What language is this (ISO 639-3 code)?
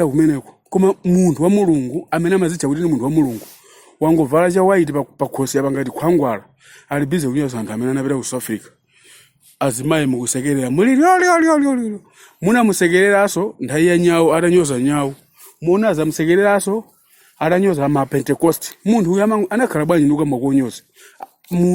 nya